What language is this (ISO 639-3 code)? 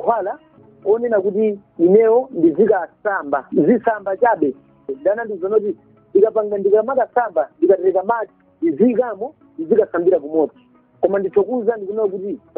nya